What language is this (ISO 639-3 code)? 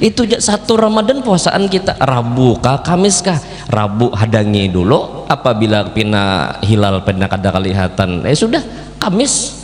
bjn